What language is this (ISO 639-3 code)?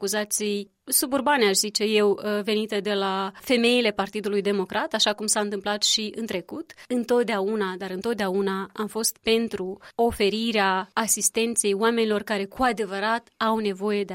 ron